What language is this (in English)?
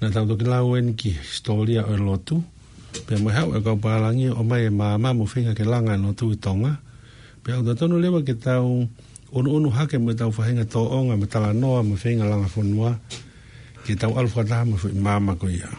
Tongan